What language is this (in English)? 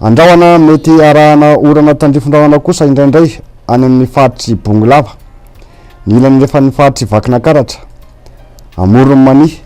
Malagasy